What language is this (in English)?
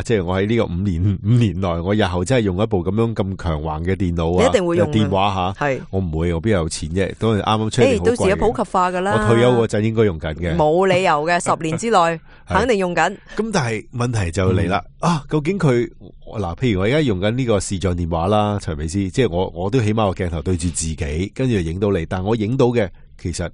Cantonese